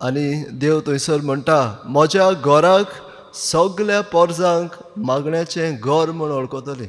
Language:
Konkani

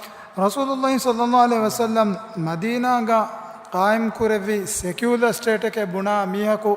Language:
Divehi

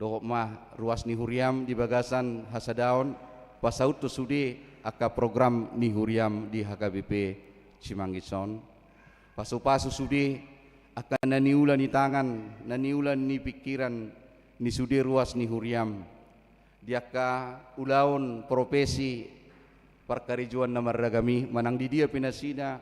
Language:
Batak Toba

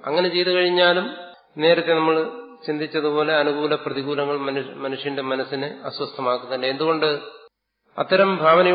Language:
Malayalam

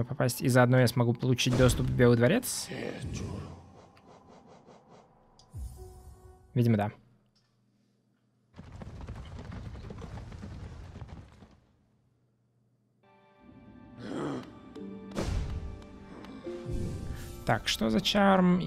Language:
Russian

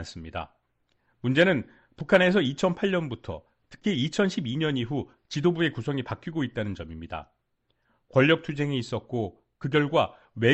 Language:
Korean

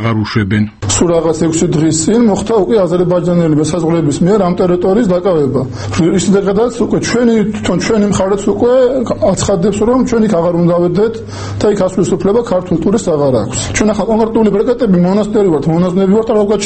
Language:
Georgian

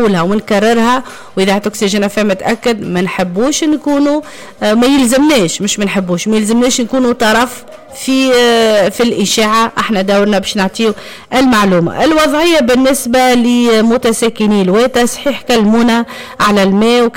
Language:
Tunisian Arabic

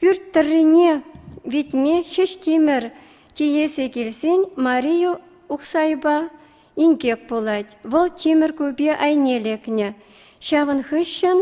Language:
Chuvash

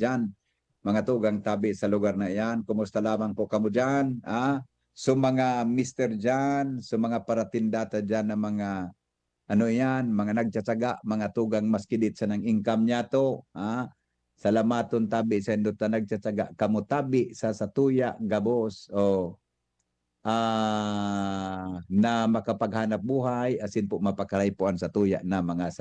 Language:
Bikol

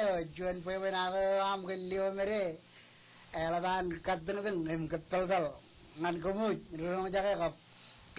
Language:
Marshallese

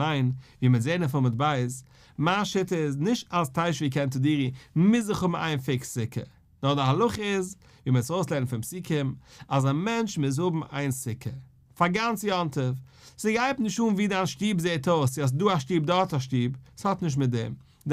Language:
Yiddish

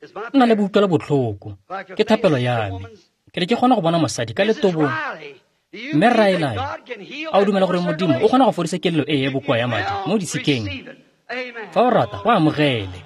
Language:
Tswana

